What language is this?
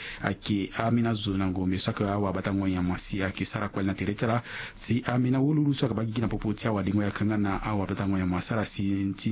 Sango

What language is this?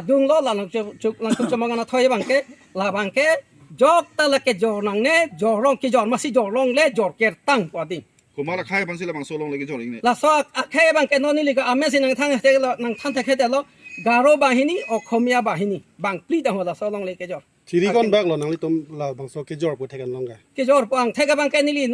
Karbi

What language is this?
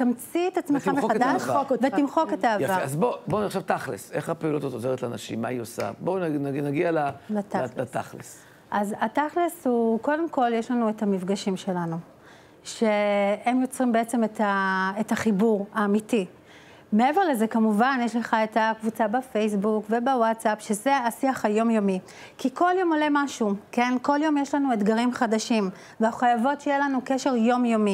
Hebrew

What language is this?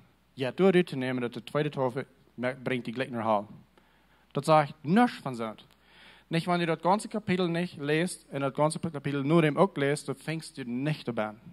Plautdietsch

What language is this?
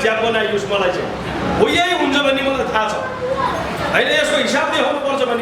Nepali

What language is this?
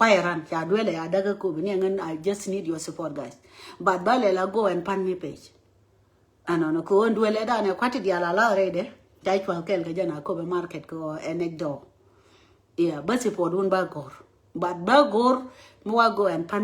Nuer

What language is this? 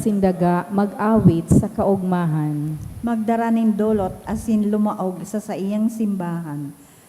Bikol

